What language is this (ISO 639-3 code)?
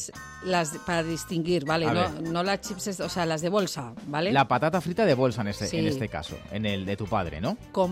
spa